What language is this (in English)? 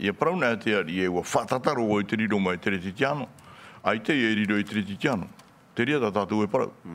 Tahitian